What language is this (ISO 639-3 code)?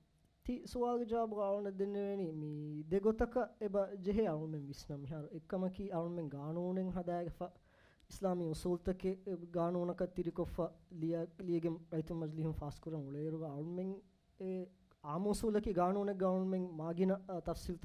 div